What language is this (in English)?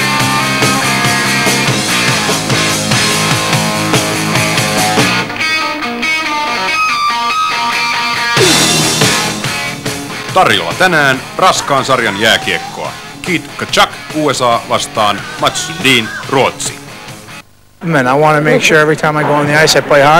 Finnish